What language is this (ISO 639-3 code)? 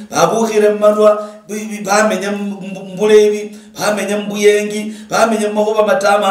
luy